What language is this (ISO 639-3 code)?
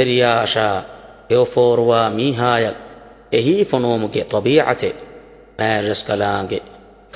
div